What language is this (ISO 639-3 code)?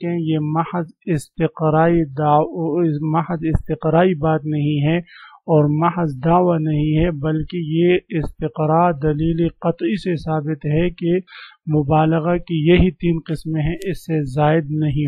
urd